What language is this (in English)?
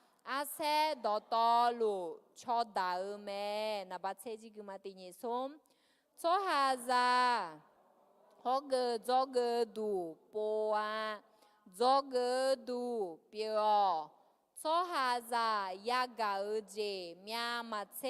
Akha